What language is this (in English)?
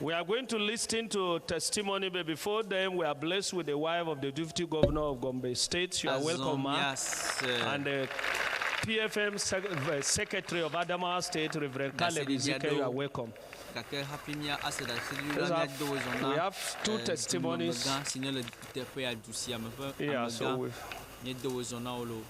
Ewe